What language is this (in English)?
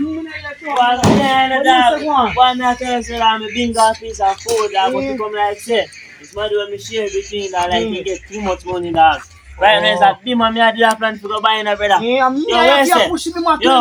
Jamaican Creole English